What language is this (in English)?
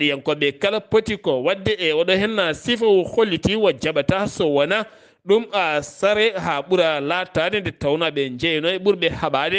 Fula